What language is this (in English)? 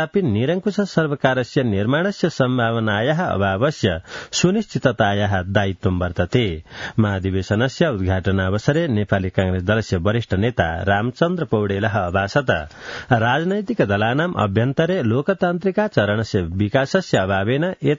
Sanskrit